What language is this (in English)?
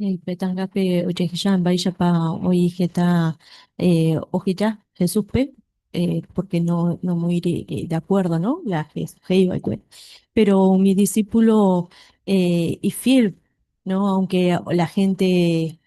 Guarani